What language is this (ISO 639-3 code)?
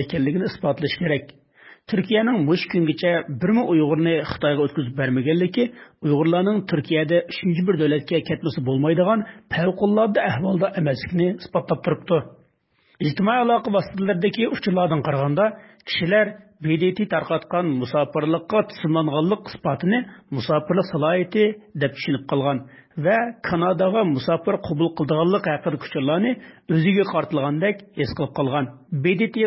uig